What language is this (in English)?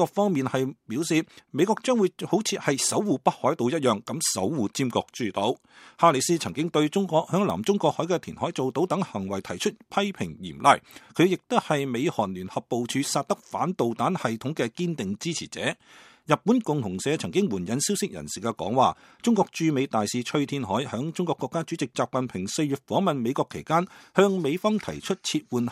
Cantonese